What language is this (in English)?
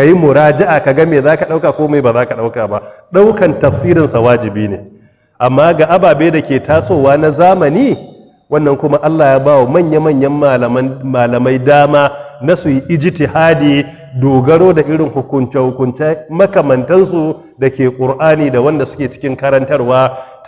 Hausa